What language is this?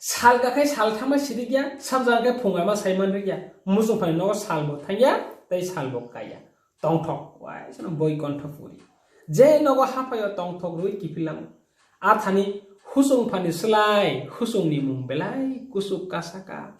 Kok Borok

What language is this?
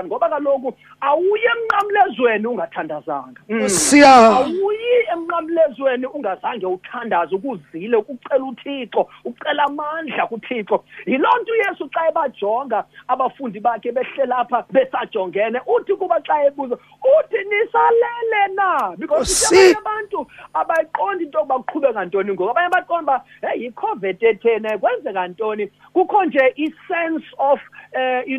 Xhosa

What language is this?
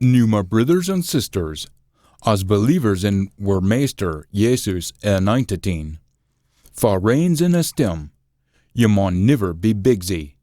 Scots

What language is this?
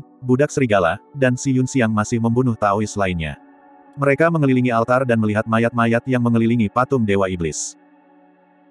Indonesian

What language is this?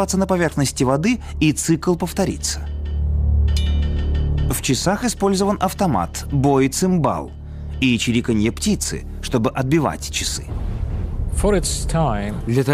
Russian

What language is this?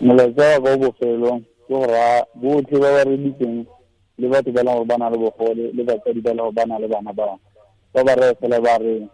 Tswana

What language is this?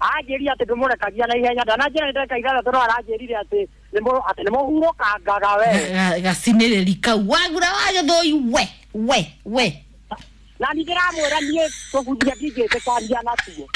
Kikuyu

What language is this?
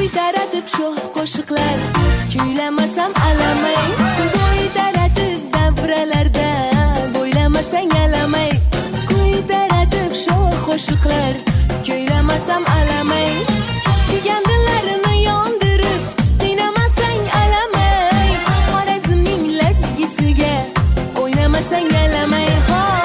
Crimean Tatar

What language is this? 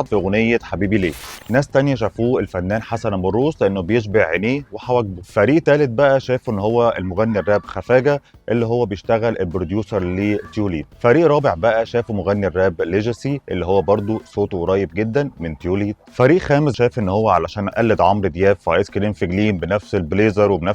Egyptian Arabic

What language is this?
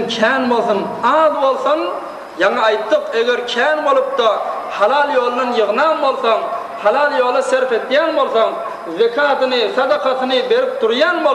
Turkmen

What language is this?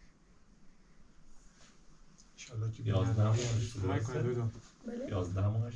Persian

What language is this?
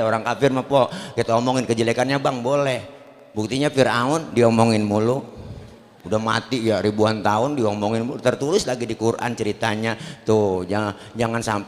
Betawi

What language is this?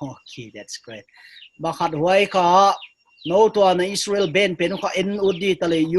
Paite Chin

